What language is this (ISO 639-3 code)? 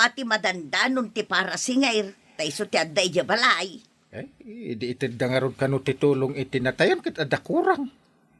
ilo